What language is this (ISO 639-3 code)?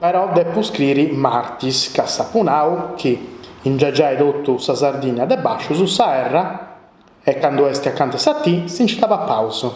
srd